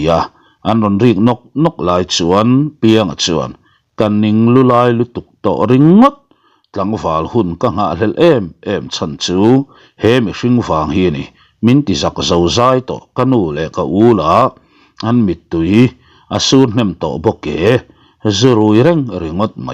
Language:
Mizo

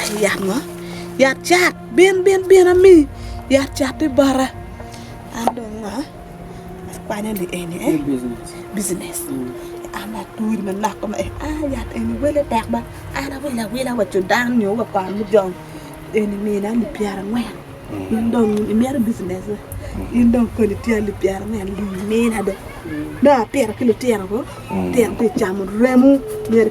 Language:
Acoli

